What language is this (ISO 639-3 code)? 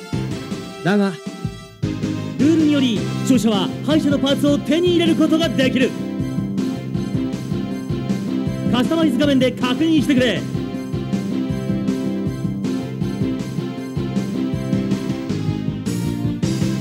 jpn